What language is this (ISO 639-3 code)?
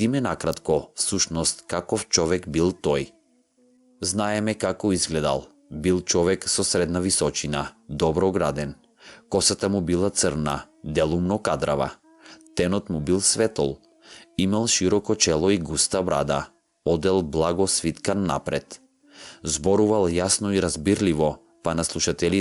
mkd